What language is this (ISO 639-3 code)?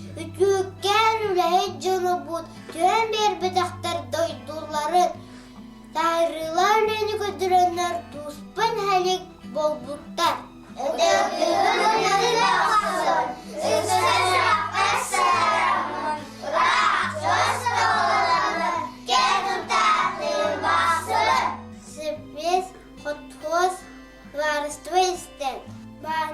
sah